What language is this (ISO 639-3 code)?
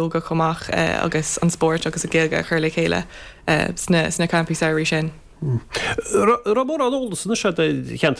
gle